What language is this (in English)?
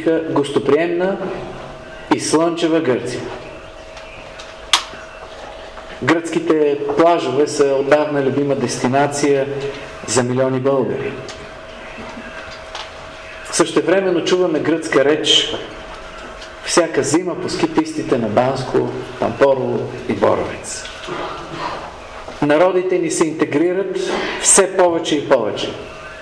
Bulgarian